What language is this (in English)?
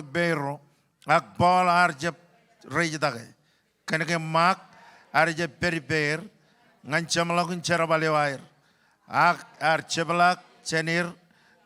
Marshallese